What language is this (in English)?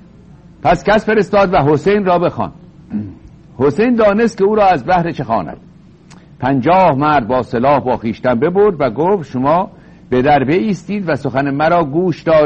Persian